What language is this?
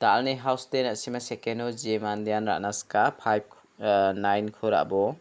Garo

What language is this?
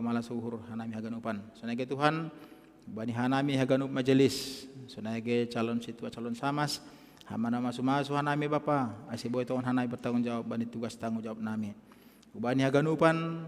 Batak Simalungun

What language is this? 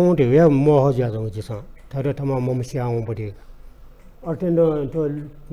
Newari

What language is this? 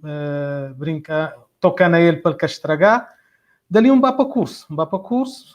Kabuverdianu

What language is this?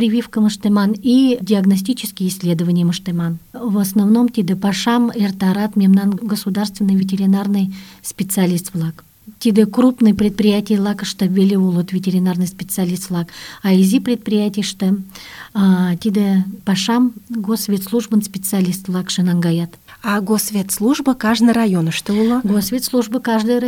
Mari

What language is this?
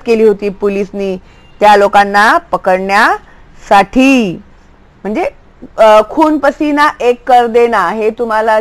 Marathi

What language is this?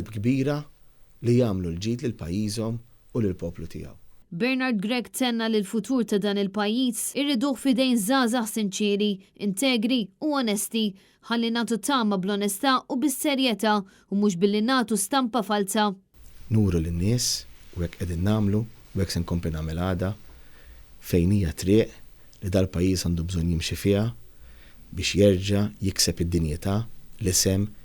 Maltese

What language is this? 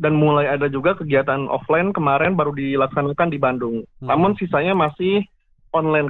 Indonesian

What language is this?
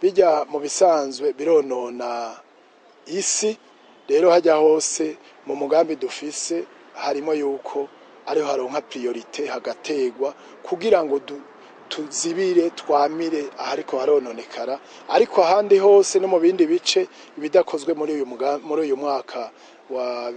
Rundi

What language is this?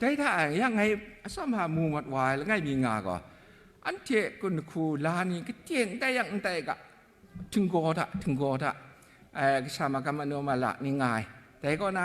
Kachin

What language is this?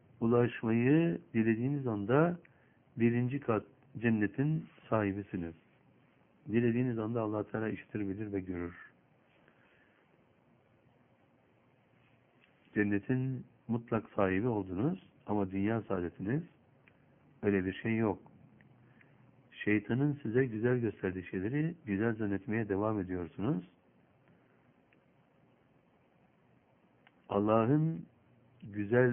Turkish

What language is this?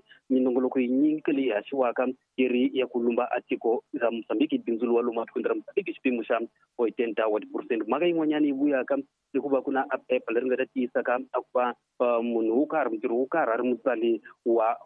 Tsonga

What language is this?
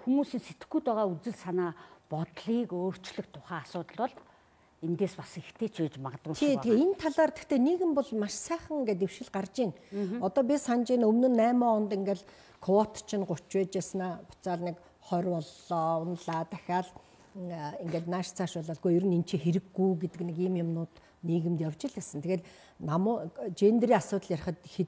Mongolian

